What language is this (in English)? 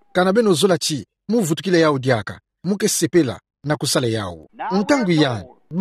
Kituba (Democratic Republic of Congo)